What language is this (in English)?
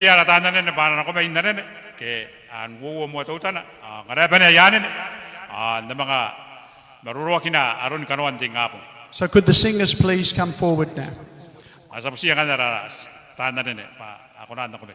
Gilbertese